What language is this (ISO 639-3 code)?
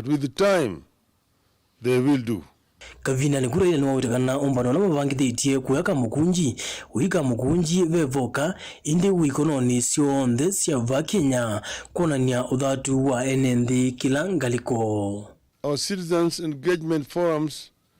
kam